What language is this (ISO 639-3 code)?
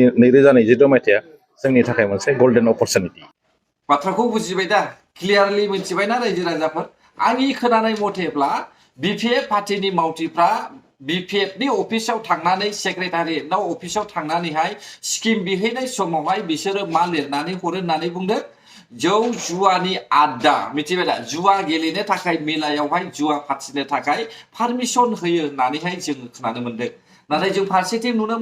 brx